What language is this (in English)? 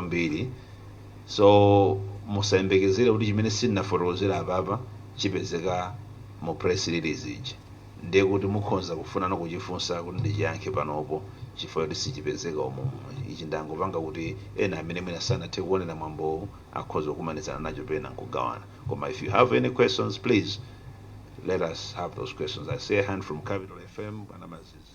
Nyanja